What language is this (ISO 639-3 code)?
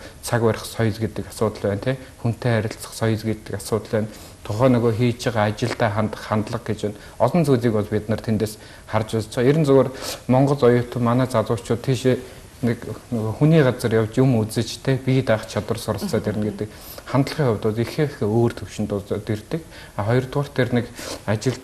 mon